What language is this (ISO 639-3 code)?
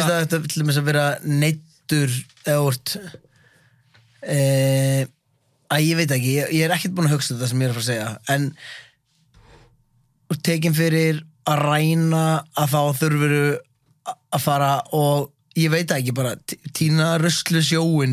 isl